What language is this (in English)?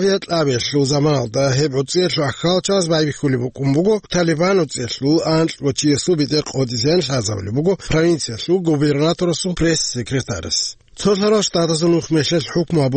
Avaric